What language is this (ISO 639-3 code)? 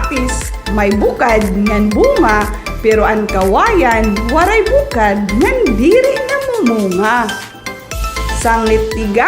war